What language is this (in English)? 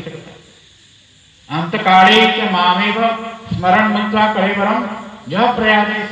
Odia